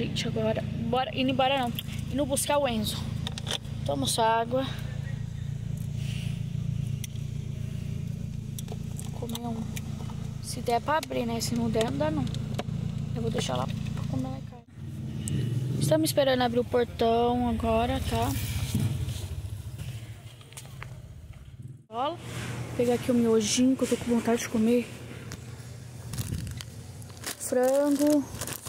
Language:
Portuguese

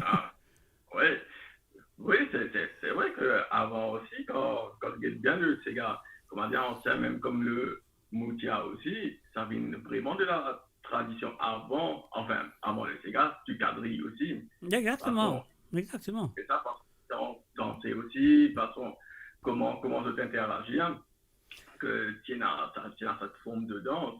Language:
Morisyen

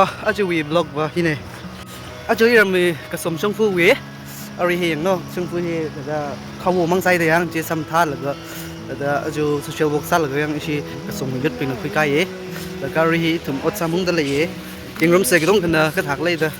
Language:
Tangkhul Naga (India)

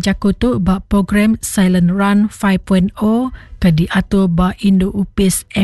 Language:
Iban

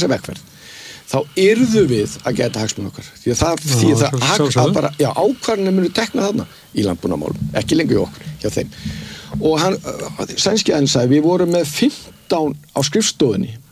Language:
Icelandic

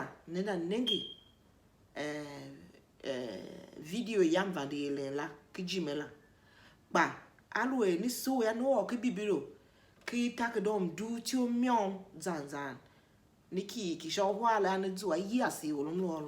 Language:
Tiv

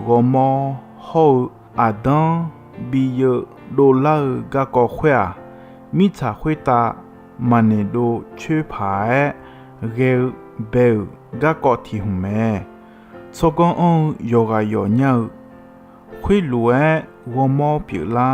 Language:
Akha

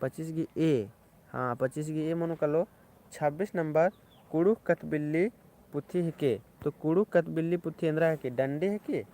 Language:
Kurukh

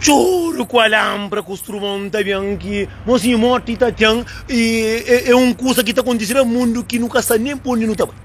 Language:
Kabuverdianu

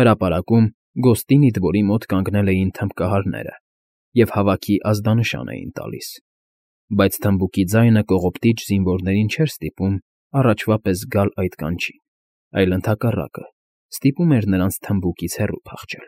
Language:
Armenian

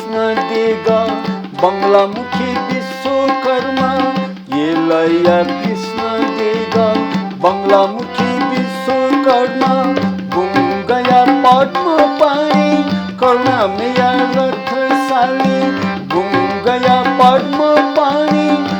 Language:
Newari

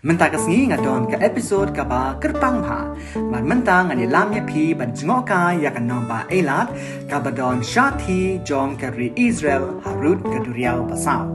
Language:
Khasi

